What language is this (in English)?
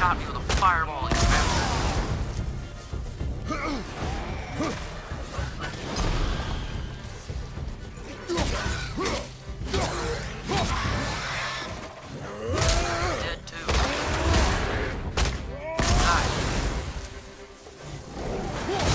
English